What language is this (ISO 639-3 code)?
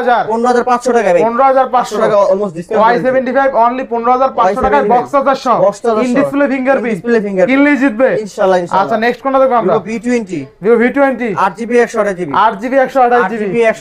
ben